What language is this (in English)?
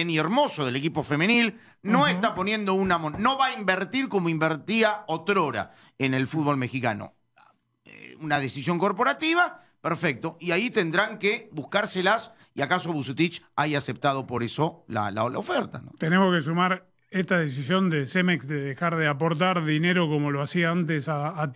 Spanish